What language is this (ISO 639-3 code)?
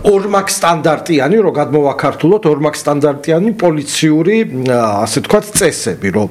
kat